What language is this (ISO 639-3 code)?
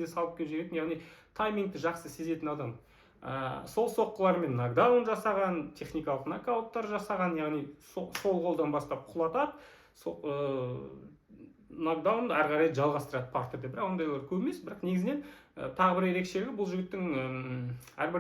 kaz